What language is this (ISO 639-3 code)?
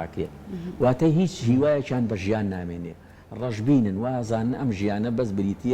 ckb